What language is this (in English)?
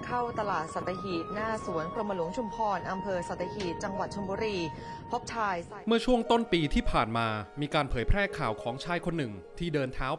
Thai